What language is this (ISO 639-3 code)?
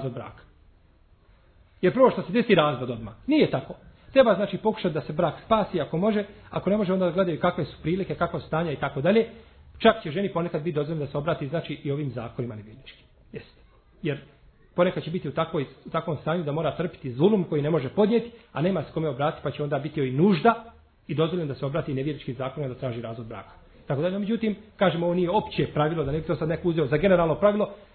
bos